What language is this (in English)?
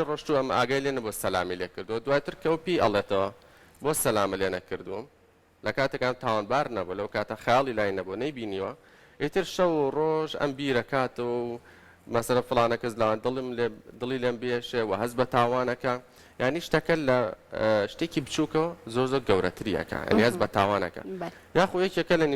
Central Kurdish